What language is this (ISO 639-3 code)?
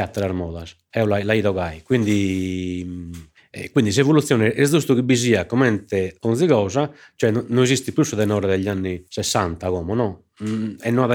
srd